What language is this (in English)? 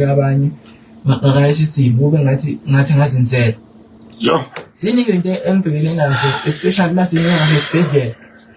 Zulu